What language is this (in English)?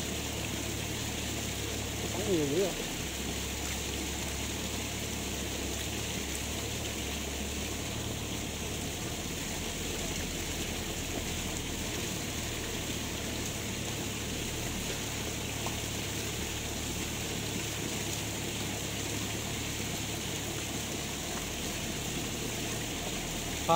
Vietnamese